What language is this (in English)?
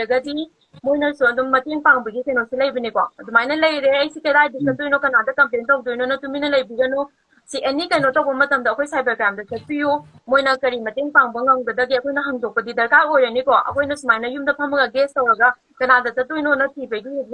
Manipuri